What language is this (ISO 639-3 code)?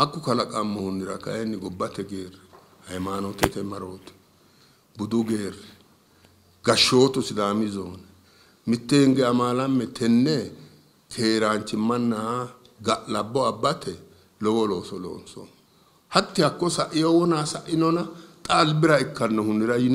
sid